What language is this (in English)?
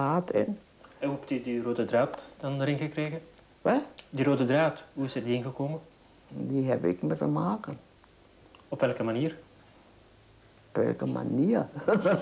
Dutch